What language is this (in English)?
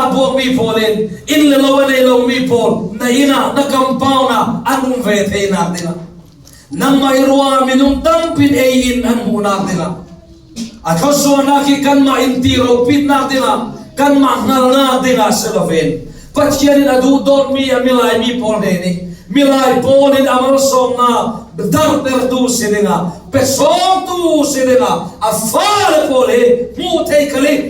Falam Chin